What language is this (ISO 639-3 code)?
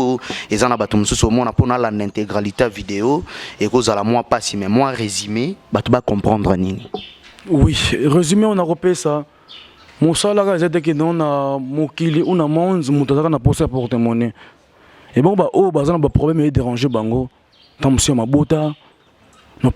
lin